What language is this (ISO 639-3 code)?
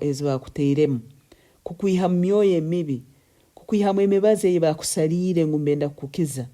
nyn